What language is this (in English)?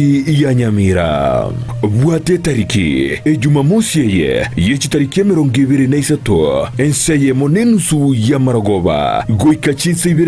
Gusii